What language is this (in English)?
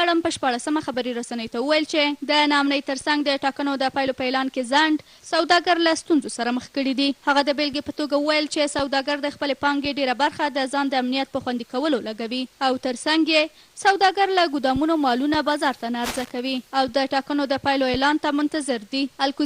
Pashto